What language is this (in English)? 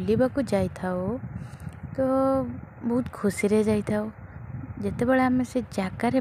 Odia